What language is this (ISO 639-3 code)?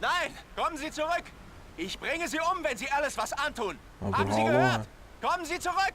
gsw